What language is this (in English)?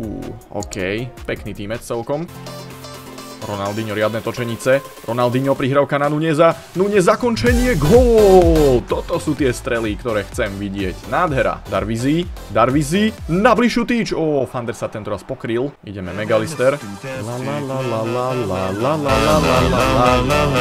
Slovak